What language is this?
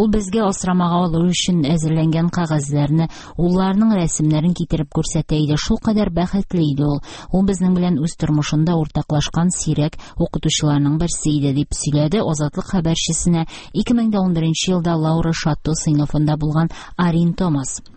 Tatar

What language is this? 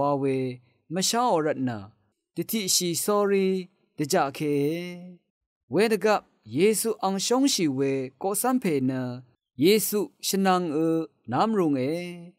Rawang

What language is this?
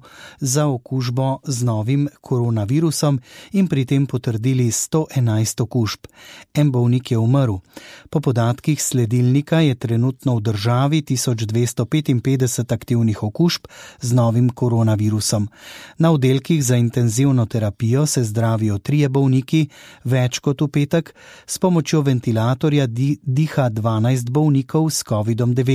Slovenian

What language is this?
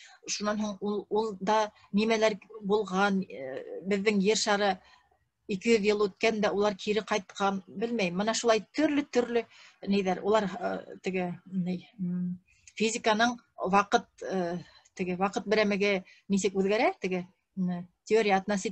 Bashkir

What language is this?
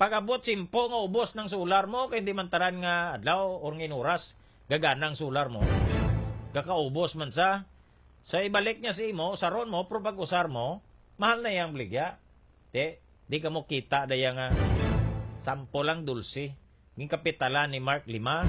Hiligaynon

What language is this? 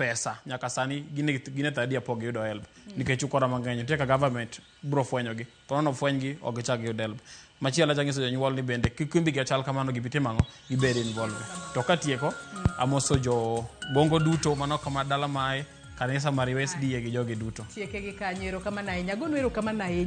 Luo (Kenya and Tanzania)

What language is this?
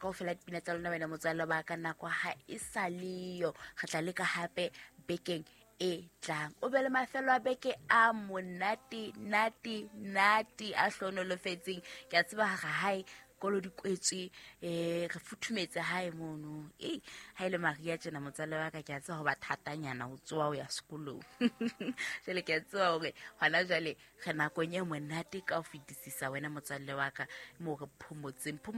Southern Sotho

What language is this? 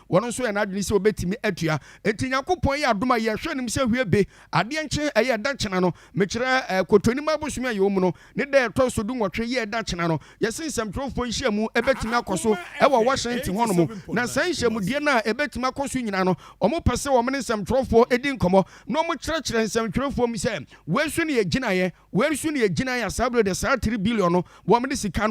Akan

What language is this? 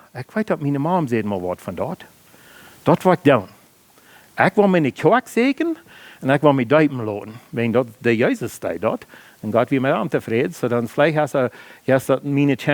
Plautdietsch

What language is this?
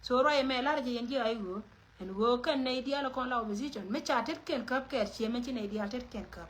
Nuer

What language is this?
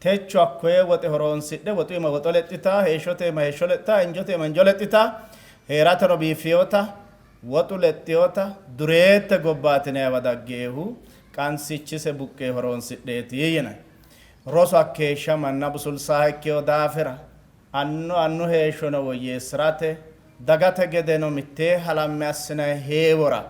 Sidamo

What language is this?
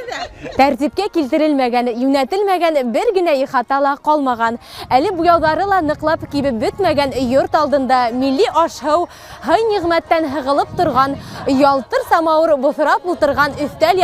Bashkir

